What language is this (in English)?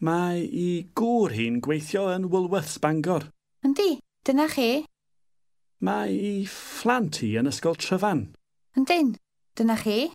Welsh